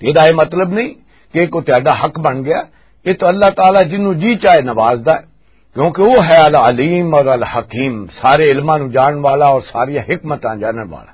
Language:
Western Panjabi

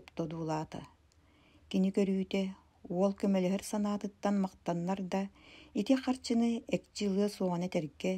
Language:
Yakut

